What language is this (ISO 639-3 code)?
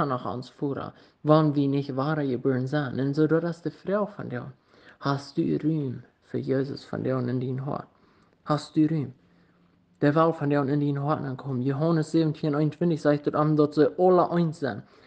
pdt